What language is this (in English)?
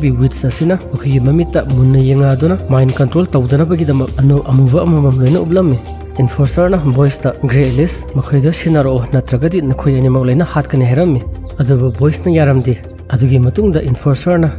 Manipuri